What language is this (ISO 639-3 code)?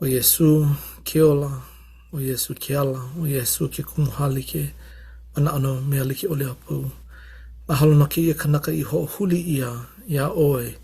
haw